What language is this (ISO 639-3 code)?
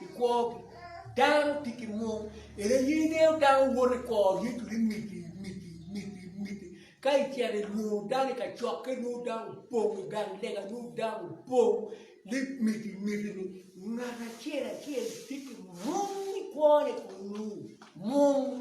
ach